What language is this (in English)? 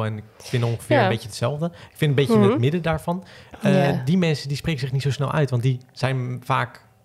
Dutch